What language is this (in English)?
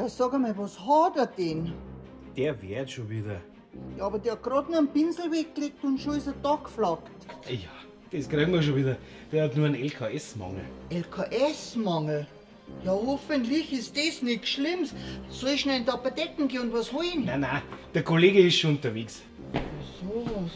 Bavarian